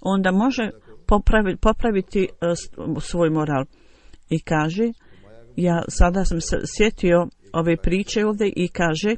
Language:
Bosnian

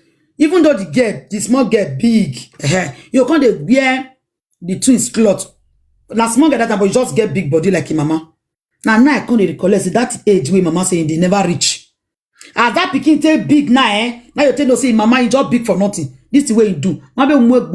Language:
Nigerian Pidgin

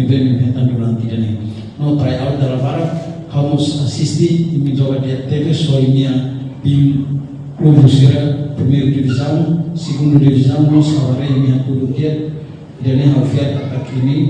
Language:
Tetum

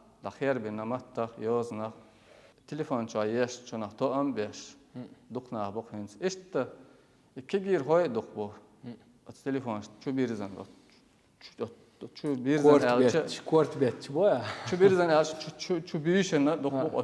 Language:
Chechen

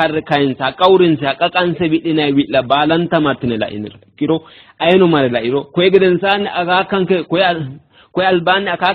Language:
Sidamo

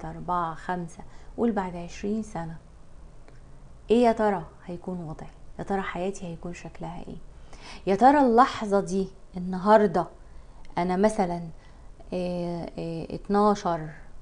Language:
Egyptian Arabic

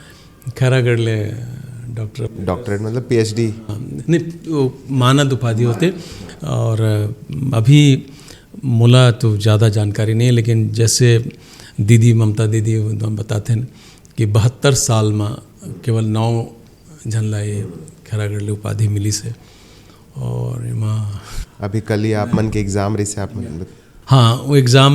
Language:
Chhattisgarhi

